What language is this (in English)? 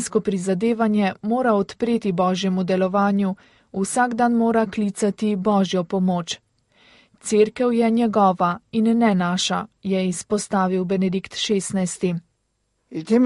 Slovenian